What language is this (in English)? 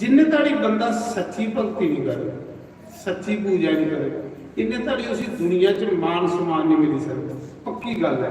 Dogri